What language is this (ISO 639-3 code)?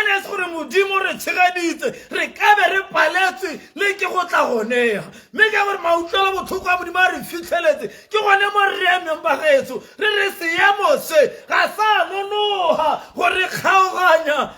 tsn